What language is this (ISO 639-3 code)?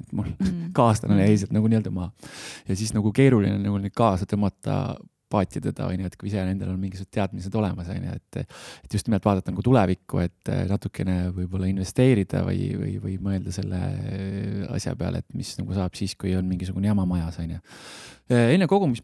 est